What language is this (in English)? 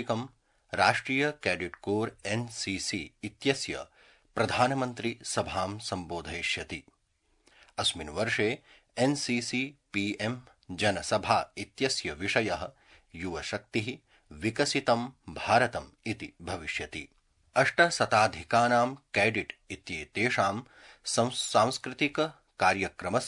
Sanskrit